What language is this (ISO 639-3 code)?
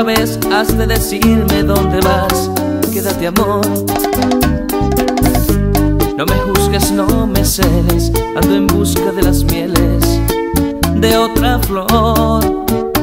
spa